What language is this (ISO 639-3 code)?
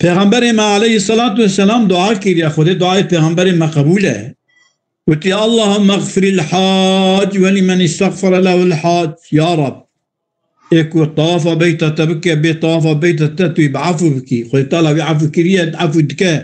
kur